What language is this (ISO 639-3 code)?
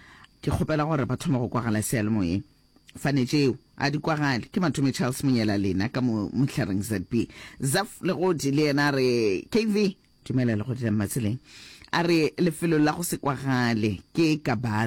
nso